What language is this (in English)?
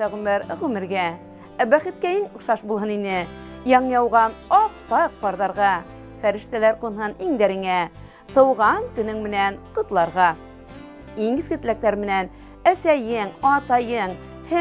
Bashkir